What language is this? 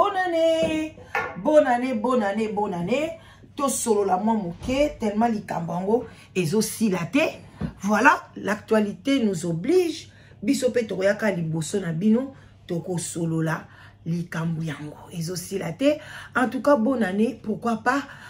Lingala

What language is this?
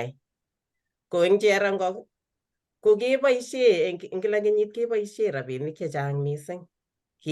Kalenjin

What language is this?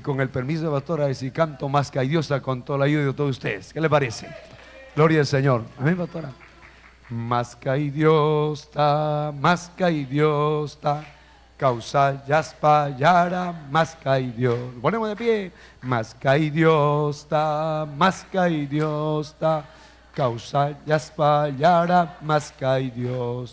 Ayacucho Quechua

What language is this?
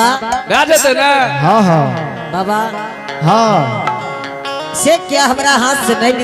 Angika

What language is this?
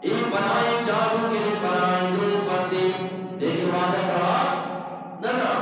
Eastern Balochi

